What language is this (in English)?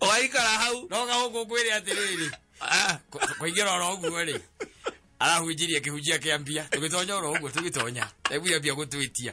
Kikuyu